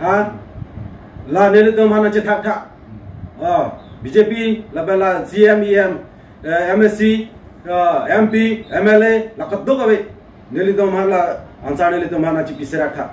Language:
Karbi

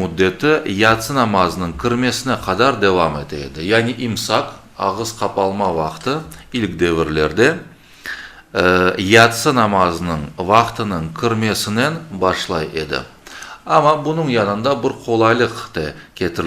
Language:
Crimean Tatar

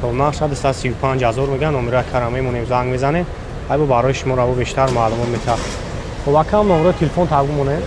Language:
Tajik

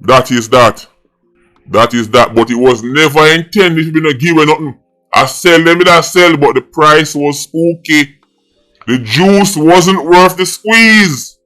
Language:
Jamaican Creole English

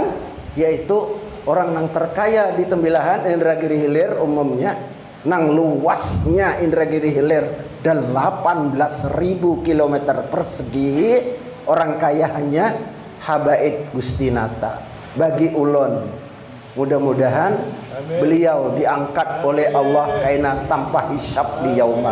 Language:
Banjar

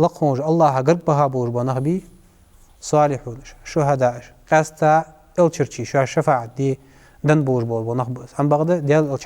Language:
Ingush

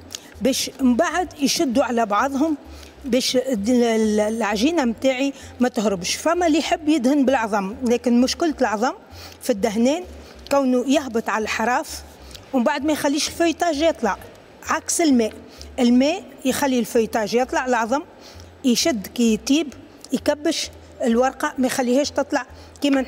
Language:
Tunisian Arabic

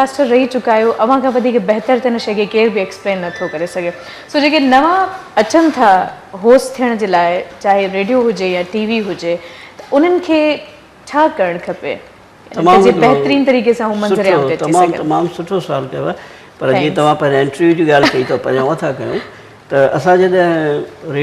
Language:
Sindhi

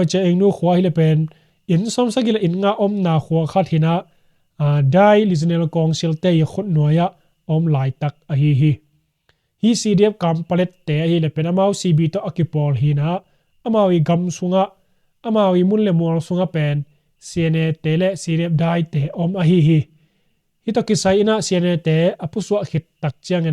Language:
Tedim Chin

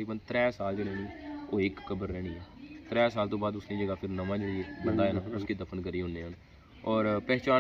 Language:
Pahari-Potwari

